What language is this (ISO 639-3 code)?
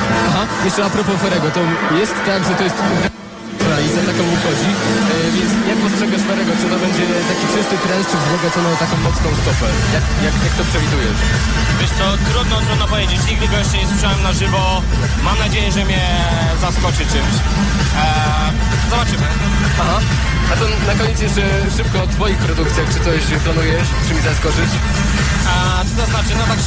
pol